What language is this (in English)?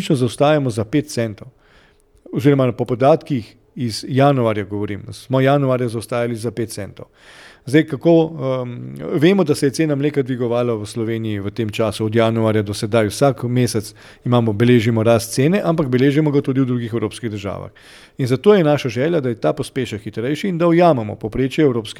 Slovenian